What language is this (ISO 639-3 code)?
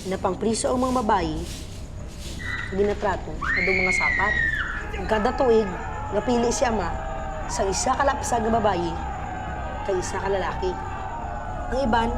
hil